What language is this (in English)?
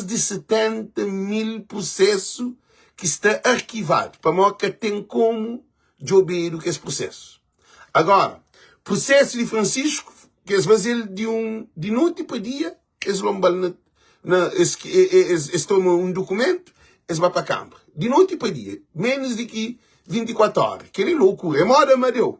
Kabuverdianu